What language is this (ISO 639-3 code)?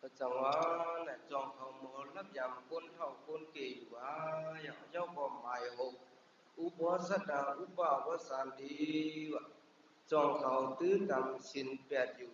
shn